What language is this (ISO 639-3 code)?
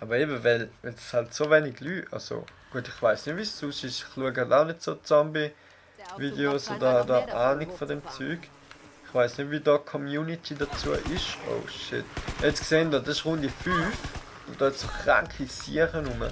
gsw